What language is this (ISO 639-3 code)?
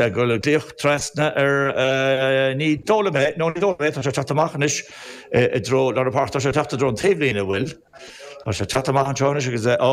gle